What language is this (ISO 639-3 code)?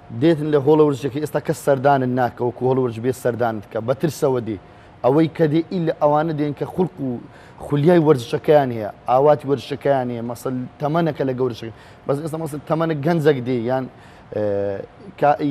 ckb